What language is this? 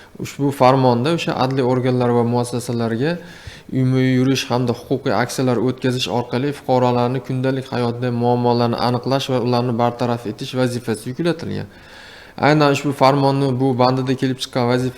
Uzbek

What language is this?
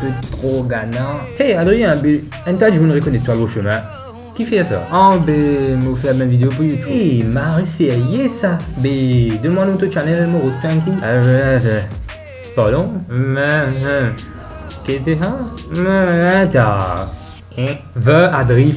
Morisyen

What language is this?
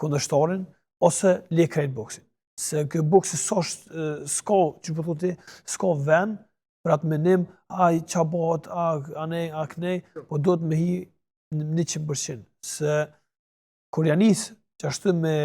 Albanian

